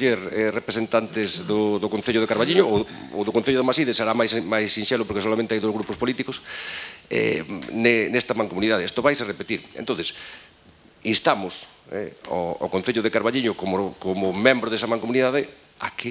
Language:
Galician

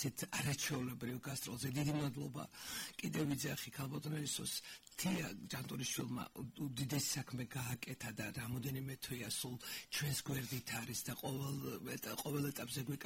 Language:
Georgian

